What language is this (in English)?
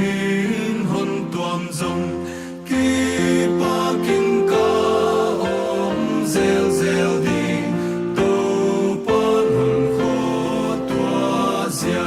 Paite Chin